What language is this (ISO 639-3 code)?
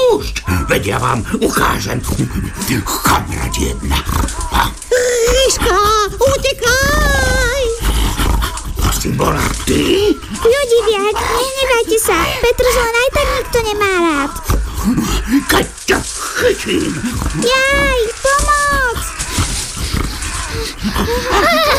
slk